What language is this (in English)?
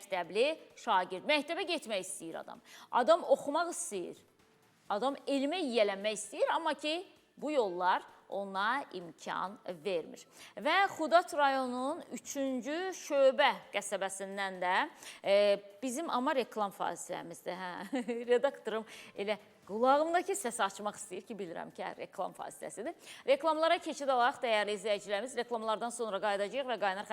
Azerbaijani